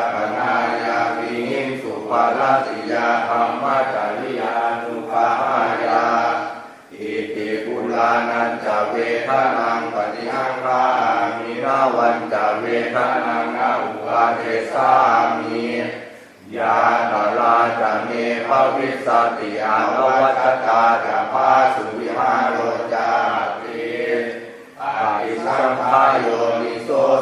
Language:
Pali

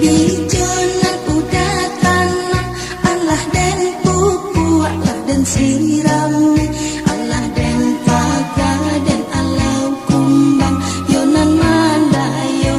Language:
Minangkabau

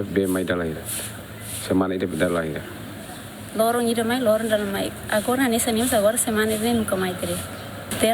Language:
Tetum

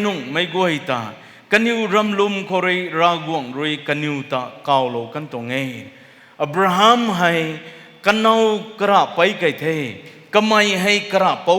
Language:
Rongmei Naga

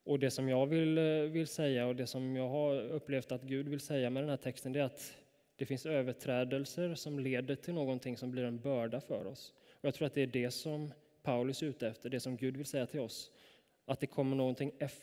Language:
Swedish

